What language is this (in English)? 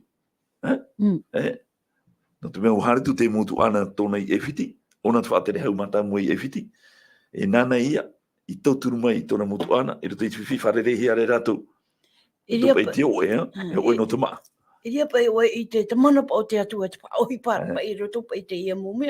Tahitian